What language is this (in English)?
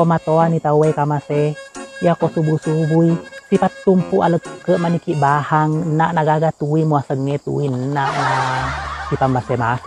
Buginese